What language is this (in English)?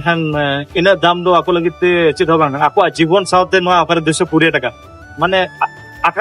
Santali